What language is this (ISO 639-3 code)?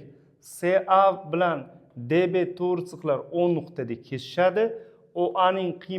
uzb